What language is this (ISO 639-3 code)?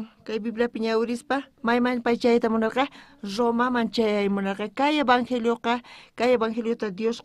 quh